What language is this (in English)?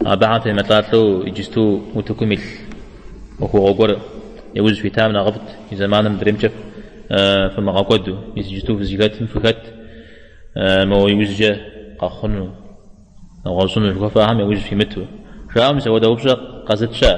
Kabardian